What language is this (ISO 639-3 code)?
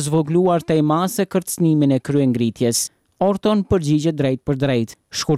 sqi